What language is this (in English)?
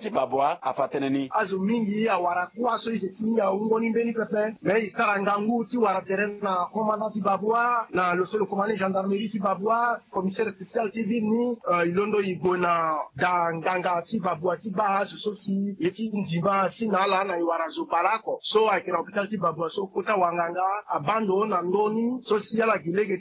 Sango